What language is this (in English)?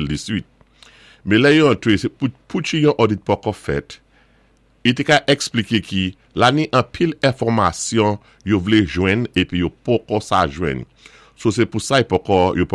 Saint Lucian Creole French